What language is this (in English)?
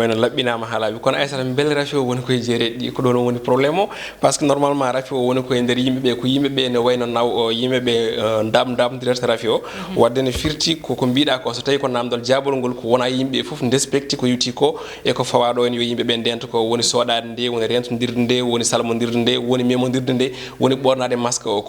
Fula